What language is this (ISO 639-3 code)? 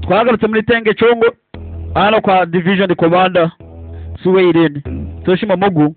kin